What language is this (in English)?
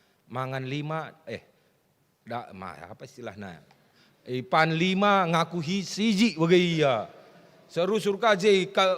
Batak Karo